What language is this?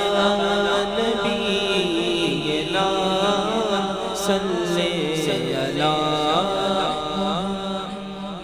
Urdu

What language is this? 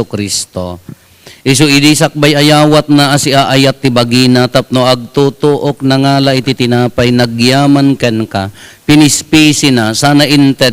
Iloko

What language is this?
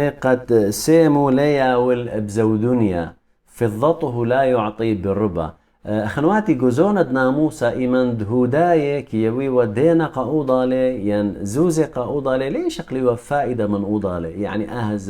Assyrian Neo-Aramaic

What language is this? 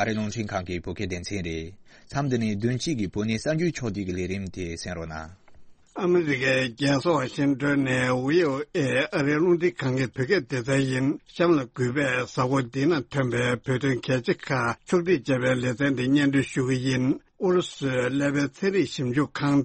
Tibetan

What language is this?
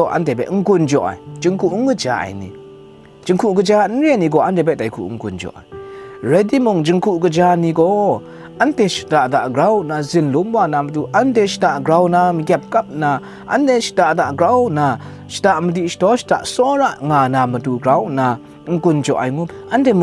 Kachin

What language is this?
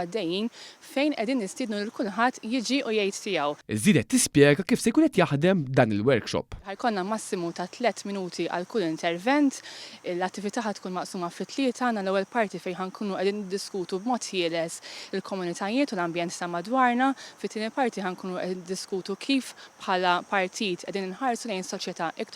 Maltese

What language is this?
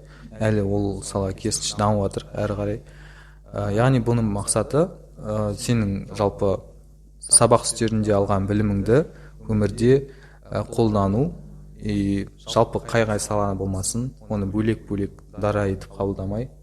Kazakh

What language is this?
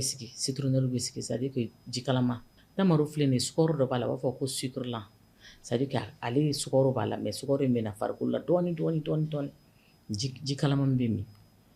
Bambara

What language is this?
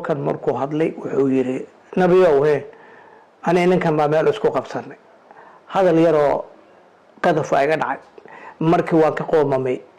Somali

